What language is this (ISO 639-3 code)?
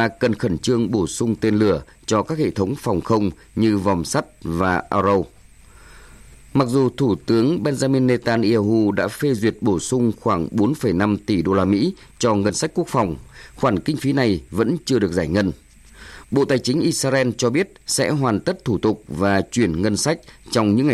vie